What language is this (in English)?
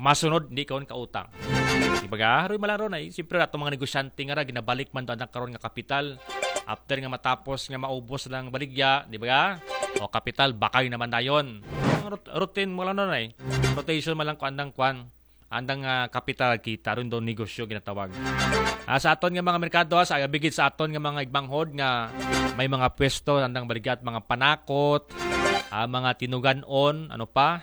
Aklanon